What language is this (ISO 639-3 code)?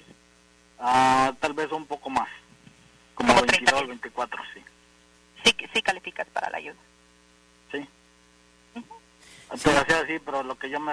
spa